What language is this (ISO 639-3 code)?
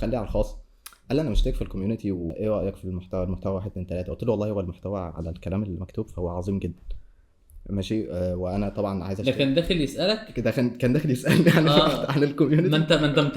arz